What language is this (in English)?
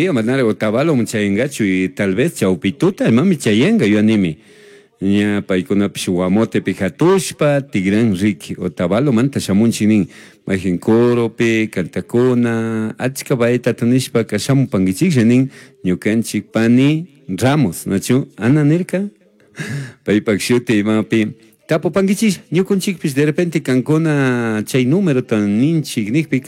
Chimborazo Highland Quichua